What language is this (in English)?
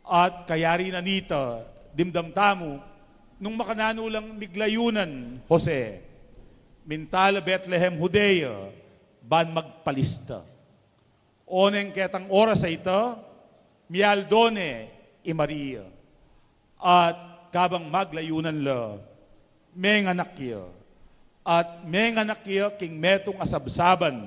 Pampanga